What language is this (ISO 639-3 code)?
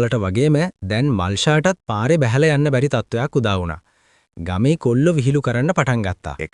sin